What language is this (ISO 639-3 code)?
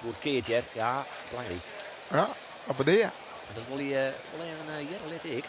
fry